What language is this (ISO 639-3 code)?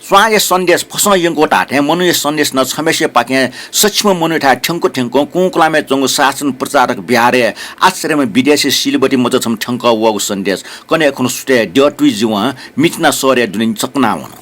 new